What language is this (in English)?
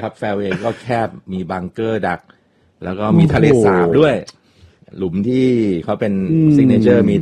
Thai